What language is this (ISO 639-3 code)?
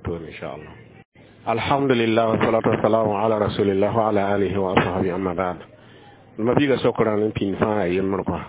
mos